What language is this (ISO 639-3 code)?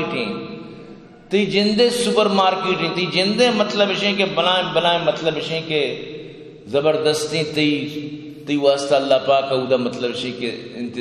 bgp